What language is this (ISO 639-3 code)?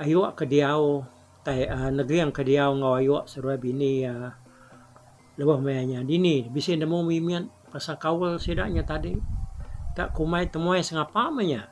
iba